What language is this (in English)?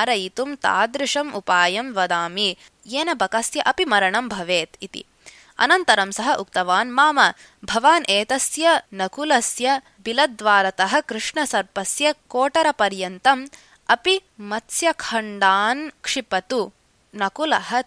Sanskrit